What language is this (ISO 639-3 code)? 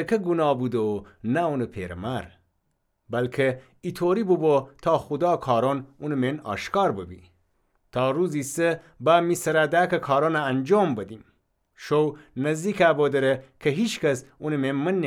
glk